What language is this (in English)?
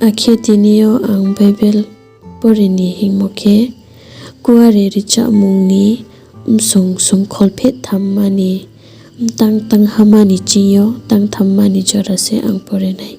Riang (India)